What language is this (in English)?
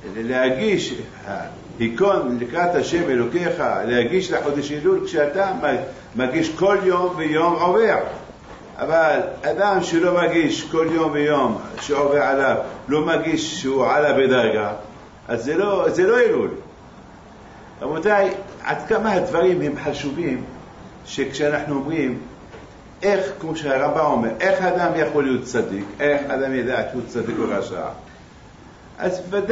Hebrew